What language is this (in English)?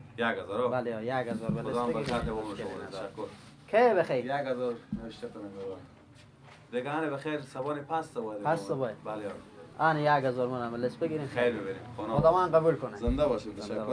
Persian